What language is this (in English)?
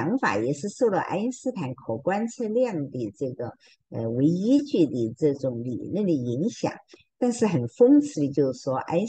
Chinese